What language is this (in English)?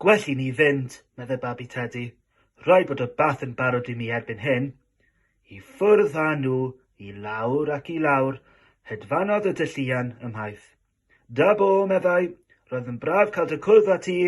Welsh